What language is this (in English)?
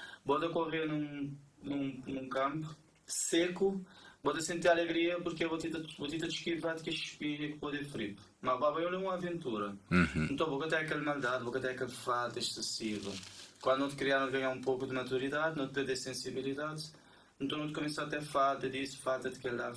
Kabuverdianu